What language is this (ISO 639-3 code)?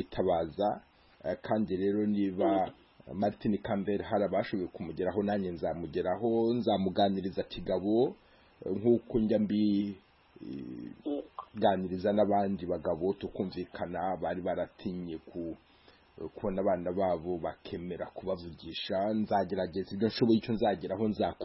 kin